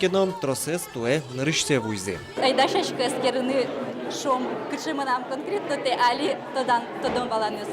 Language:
Udmurt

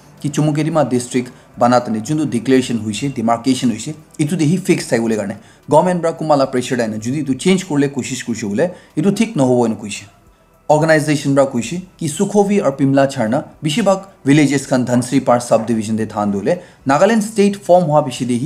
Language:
Naga Pidgin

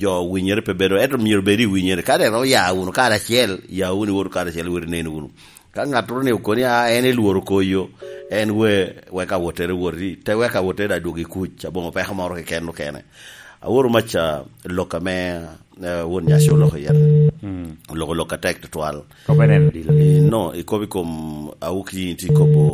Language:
Lango (Uganda)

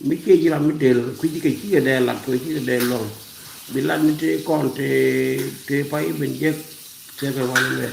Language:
Nuer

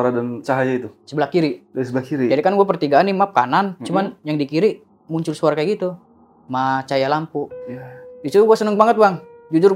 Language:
Indonesian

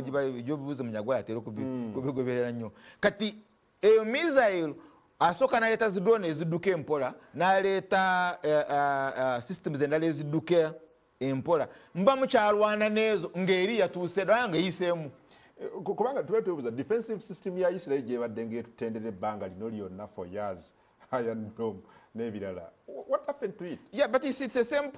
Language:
Ganda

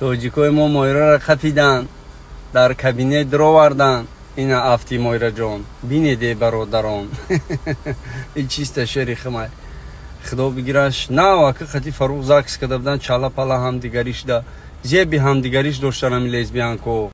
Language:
Tajik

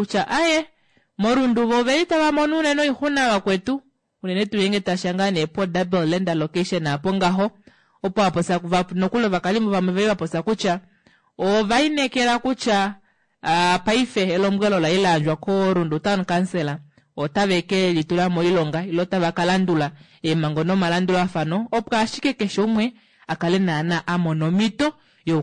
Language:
Kuanyama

